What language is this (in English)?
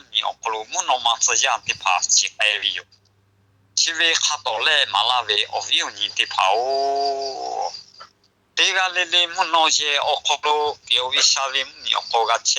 Lahu